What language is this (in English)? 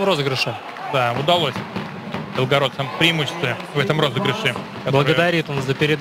Russian